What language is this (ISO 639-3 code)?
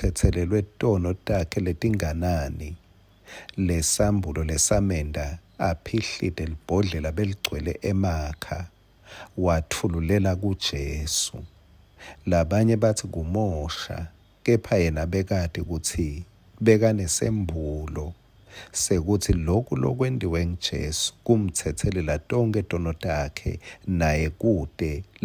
ssw